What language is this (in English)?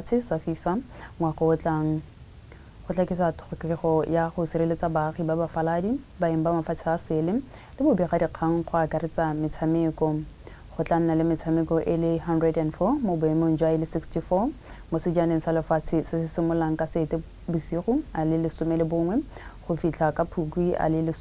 Tswana